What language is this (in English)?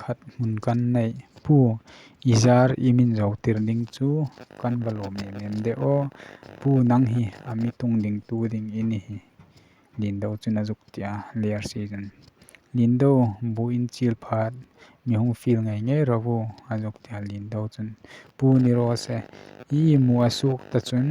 Hmar